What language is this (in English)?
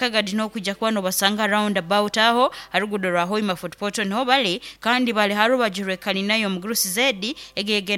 Nyoro